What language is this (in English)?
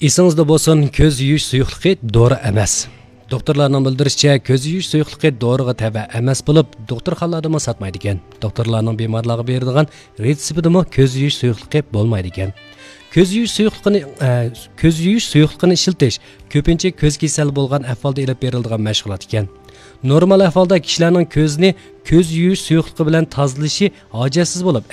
Uyghur